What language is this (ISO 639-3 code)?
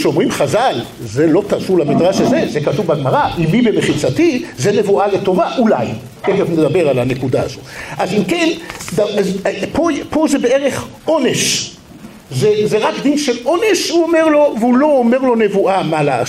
heb